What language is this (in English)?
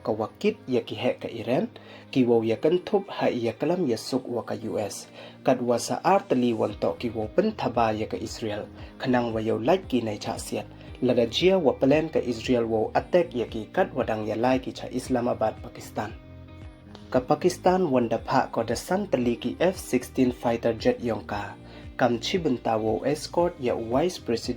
Pnar